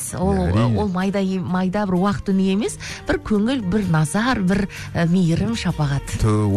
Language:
Kazakh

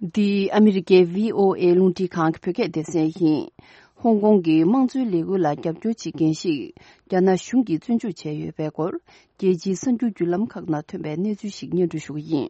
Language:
Tibetan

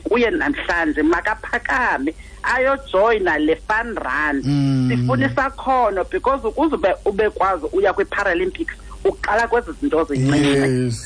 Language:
Xhosa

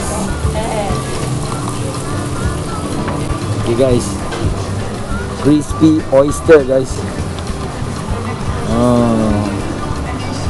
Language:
Malay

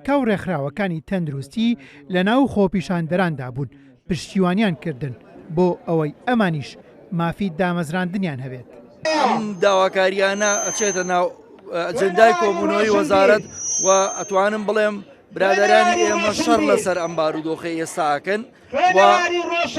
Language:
Central Kurdish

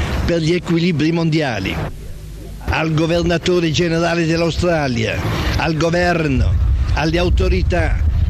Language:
Italian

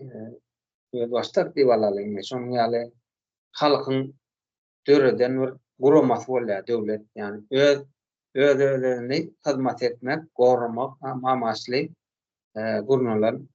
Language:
Turkmen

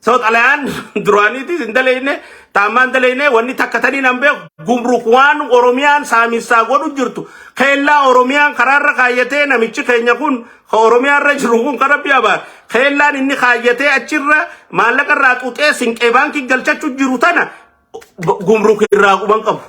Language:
Oromo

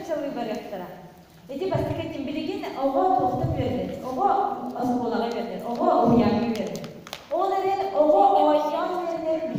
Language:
Yakut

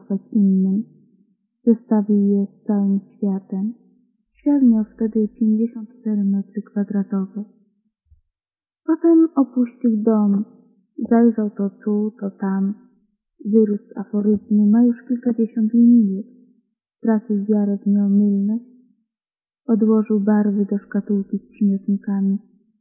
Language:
Polish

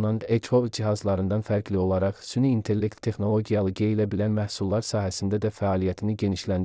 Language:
Azerbaijani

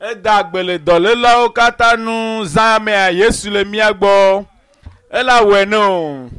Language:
Ewe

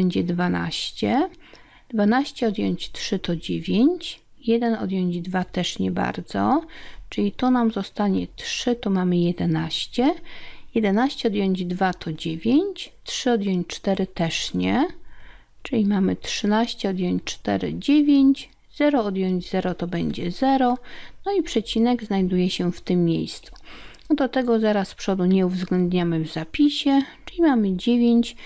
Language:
Polish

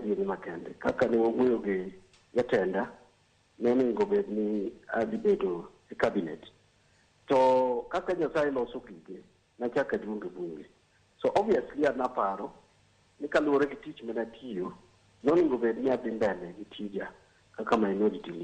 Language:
Luo (Kenya and Tanzania)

